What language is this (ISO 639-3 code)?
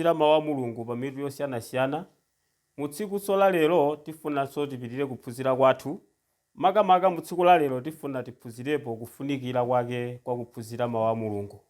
nya